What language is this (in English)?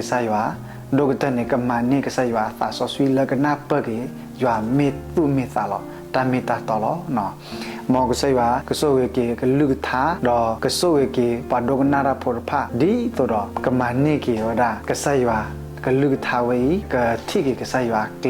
S'gaw Karen